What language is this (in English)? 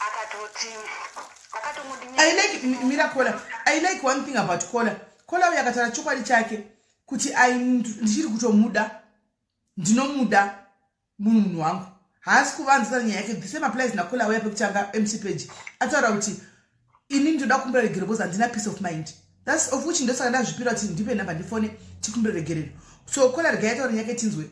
Shona